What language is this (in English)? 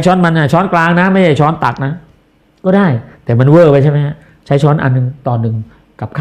Thai